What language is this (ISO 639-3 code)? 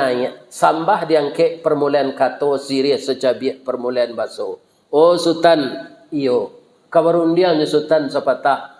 min